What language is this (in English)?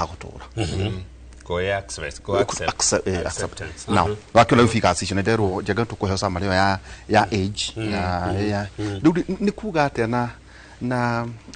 Kikuyu